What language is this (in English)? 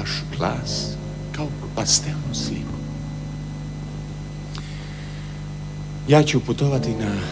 Croatian